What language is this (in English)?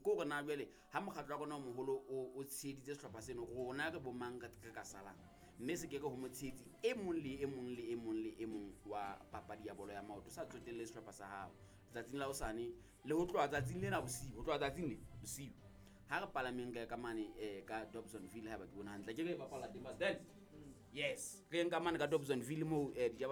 Southern Sotho